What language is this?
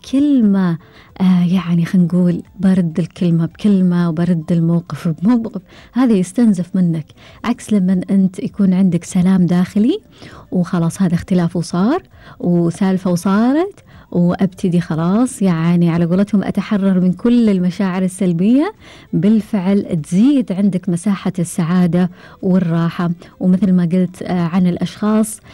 Gulf Arabic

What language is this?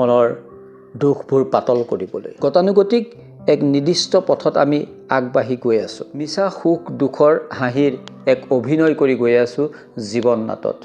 Assamese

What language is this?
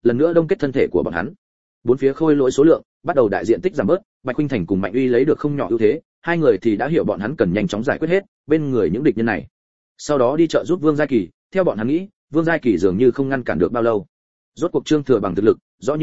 Vietnamese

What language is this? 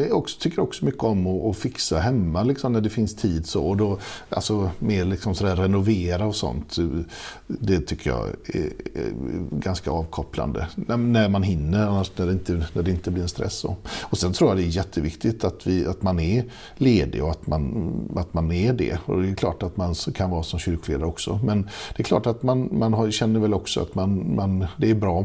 Swedish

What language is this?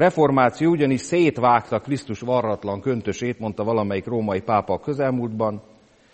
Hungarian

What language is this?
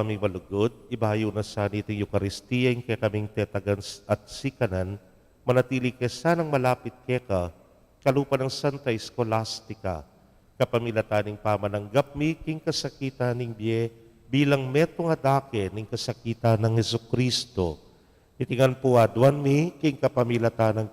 Pampanga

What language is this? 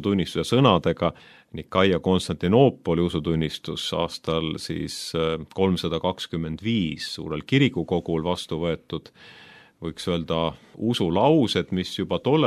Estonian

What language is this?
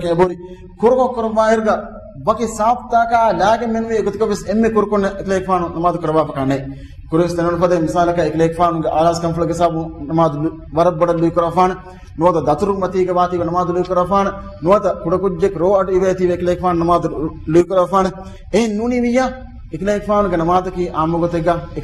Divehi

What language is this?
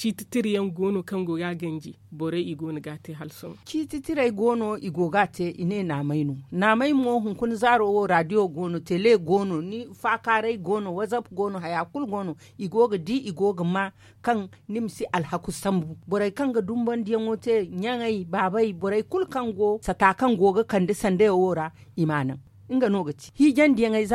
Zarma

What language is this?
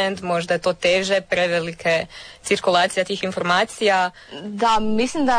Croatian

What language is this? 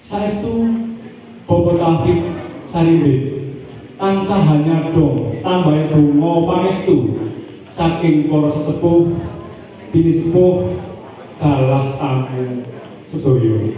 Javanese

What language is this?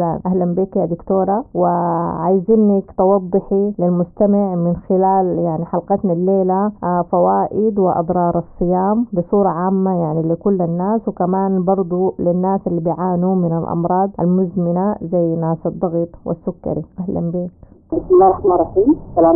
Sudanese Arabic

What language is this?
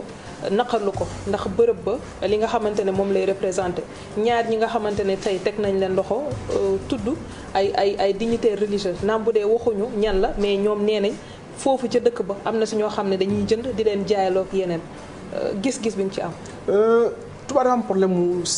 Wolof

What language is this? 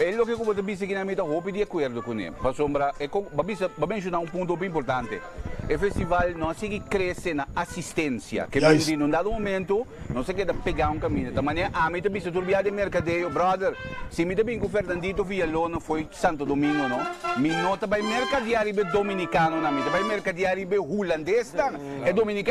Papiamento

